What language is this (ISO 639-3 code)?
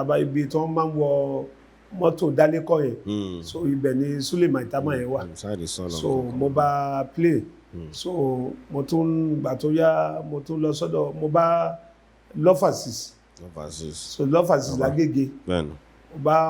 yor